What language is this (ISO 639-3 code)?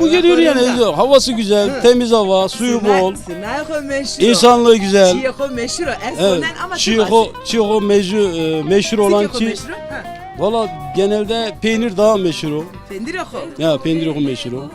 zza